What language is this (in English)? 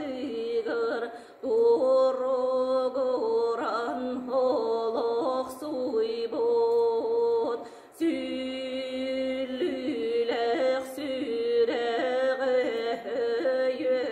Yakut